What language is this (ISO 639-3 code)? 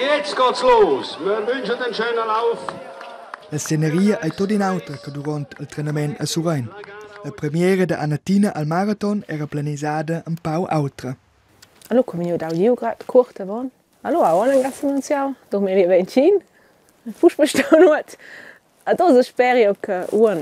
roh